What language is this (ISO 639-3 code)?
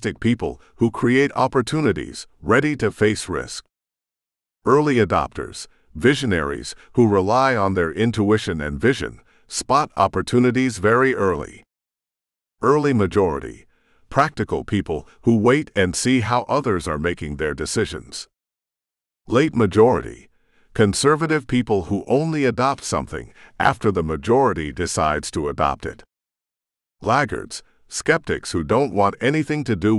eng